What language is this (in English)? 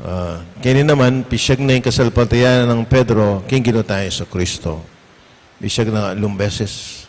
Pampanga